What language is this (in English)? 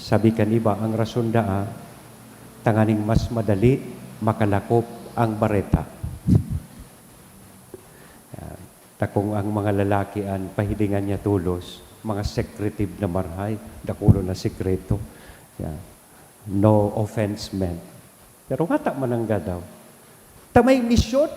Bikol